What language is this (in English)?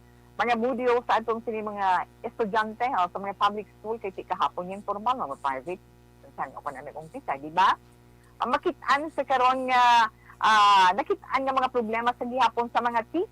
Hiligaynon